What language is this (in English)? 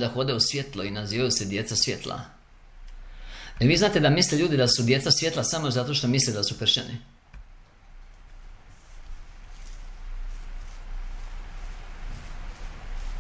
Croatian